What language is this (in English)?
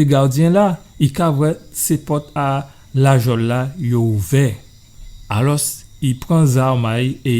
Guadeloupean Creole French